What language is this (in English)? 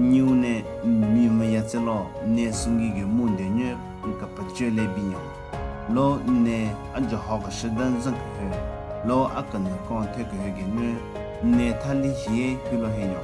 Southern Rengma Naga